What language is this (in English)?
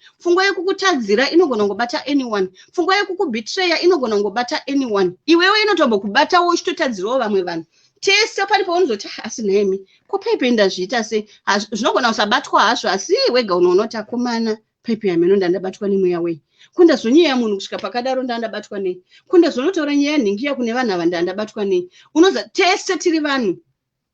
Shona